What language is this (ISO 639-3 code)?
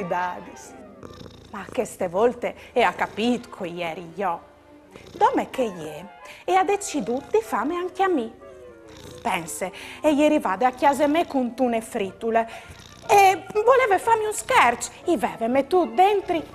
fur